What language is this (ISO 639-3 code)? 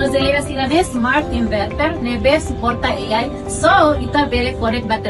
tet